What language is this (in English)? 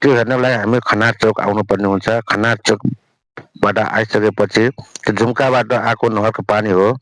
Nepali